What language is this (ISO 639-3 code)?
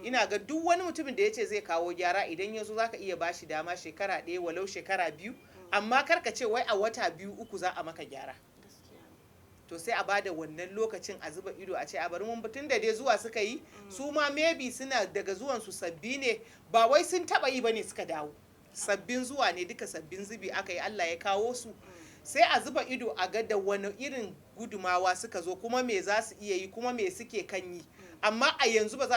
hau